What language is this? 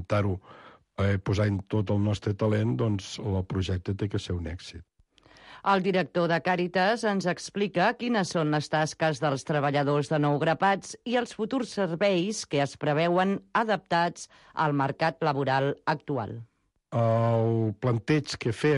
Catalan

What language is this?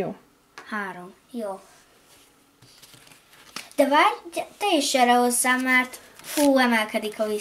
Hungarian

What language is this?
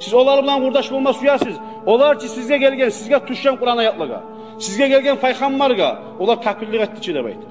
Kumyk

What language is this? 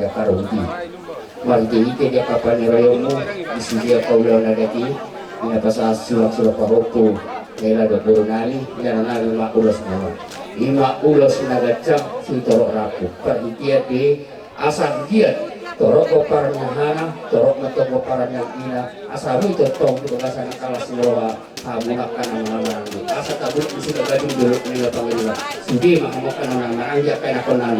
Batak Toba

